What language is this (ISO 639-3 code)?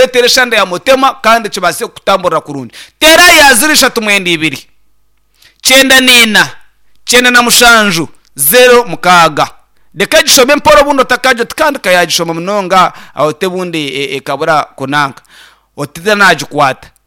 nyn